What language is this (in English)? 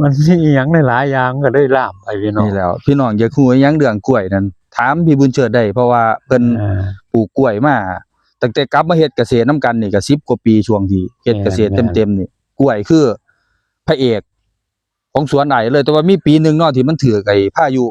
Northeastern Thai